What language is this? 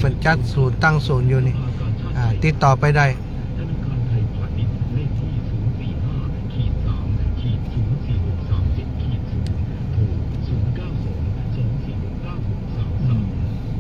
Thai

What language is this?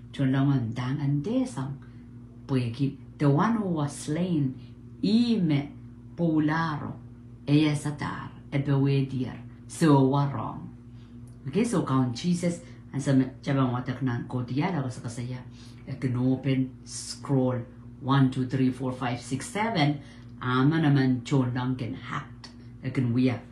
Pohnpeian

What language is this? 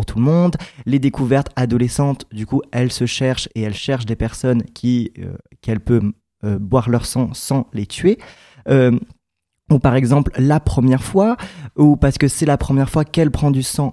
French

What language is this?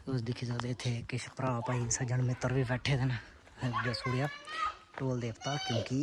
Dogri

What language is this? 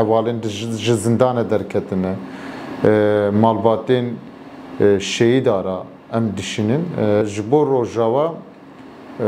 Kurdish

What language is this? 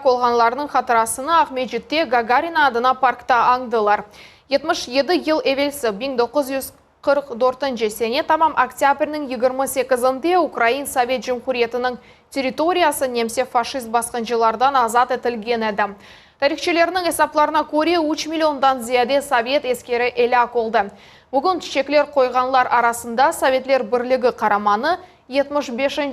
Crimean Tatar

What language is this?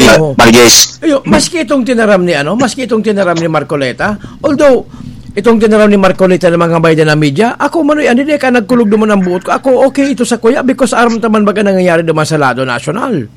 Bikol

